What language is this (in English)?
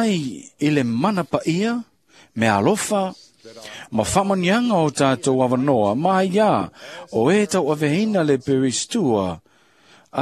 Samoan